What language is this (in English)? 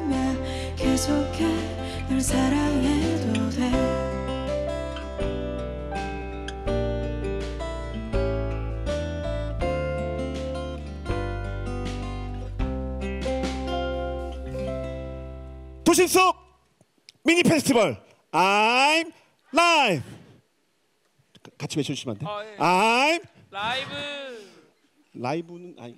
Korean